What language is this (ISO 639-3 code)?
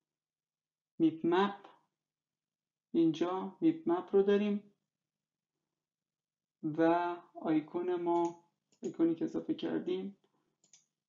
fas